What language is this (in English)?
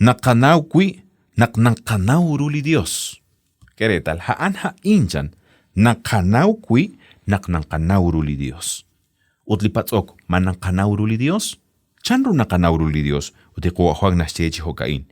Kekchí